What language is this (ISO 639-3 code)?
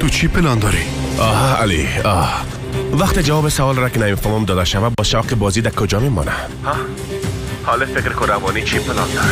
fas